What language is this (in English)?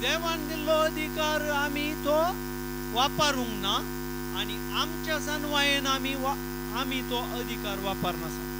Konkani